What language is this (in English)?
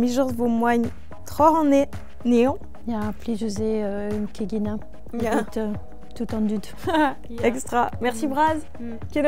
Breton